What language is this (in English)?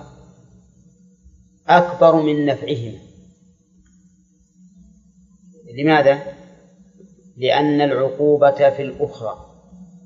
Arabic